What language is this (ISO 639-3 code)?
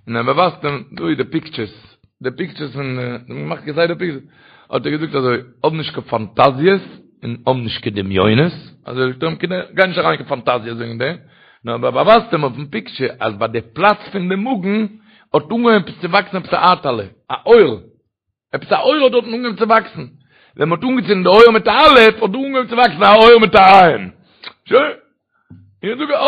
yid